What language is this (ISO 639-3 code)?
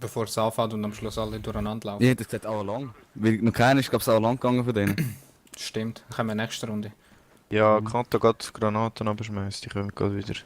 gsw